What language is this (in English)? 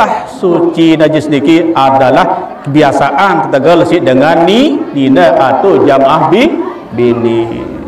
Sasak